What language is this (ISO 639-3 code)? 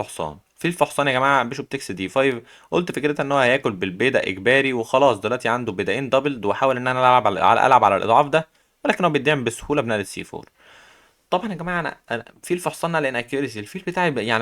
arz